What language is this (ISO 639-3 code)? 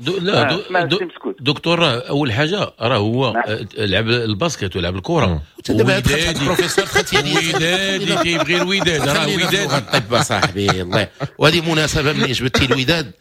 ary